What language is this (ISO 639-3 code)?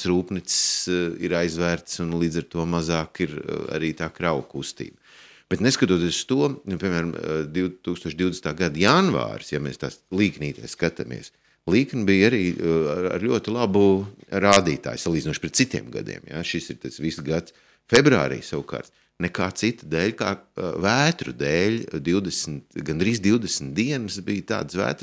lav